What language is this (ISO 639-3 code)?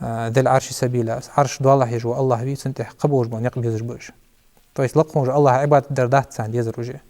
inh